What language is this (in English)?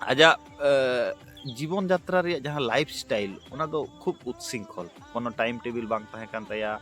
Santali